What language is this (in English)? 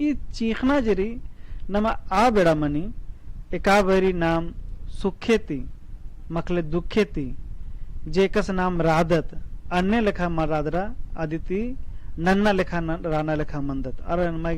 Kurukh